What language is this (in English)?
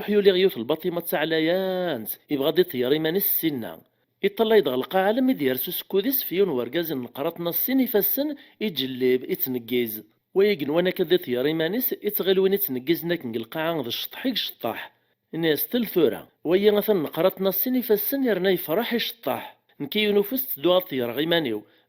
Kabyle